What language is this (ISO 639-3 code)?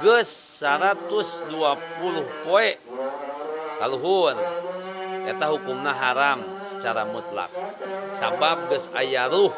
sun